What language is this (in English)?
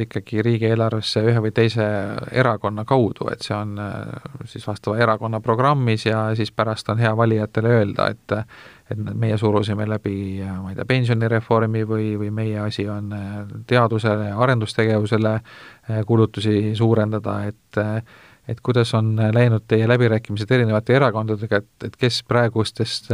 Estonian